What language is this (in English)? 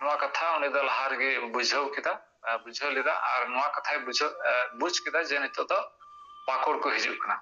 Santali